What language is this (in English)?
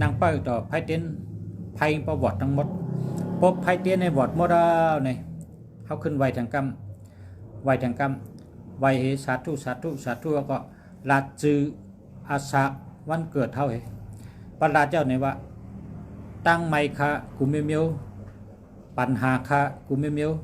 Shan